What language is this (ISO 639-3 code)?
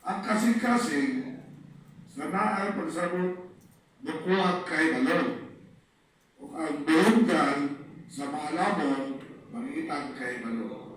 ceb